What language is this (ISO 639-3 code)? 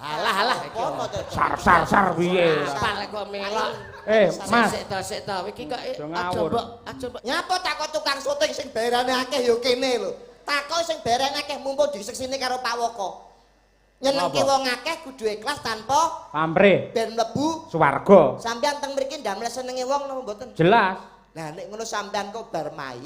jav